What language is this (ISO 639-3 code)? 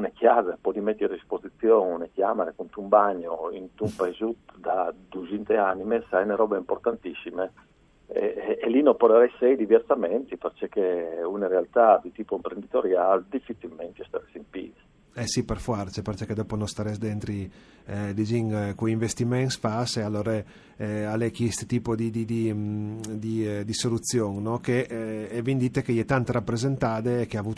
fur